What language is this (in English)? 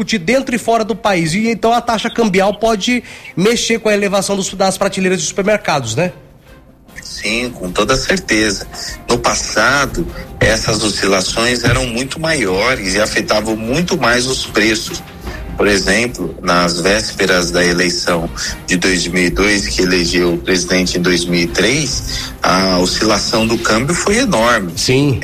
Portuguese